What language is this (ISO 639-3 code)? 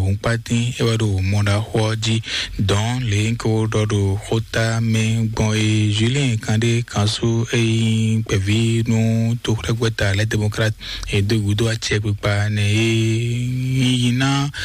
fon